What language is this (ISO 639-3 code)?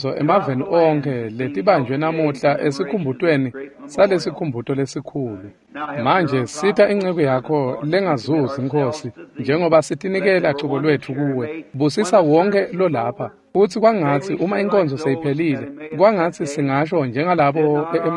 ssw